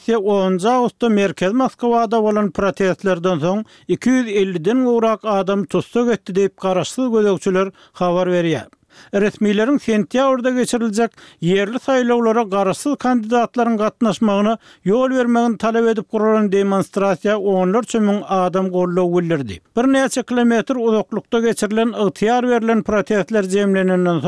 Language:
Turkmen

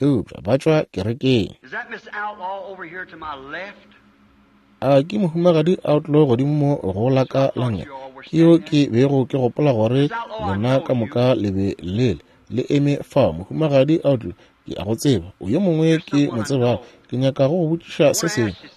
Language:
Northern Sotho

